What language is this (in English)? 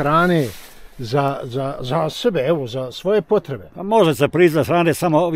Croatian